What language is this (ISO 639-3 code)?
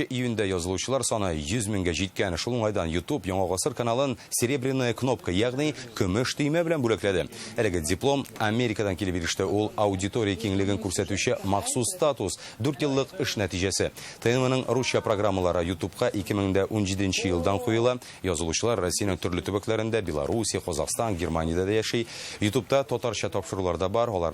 tat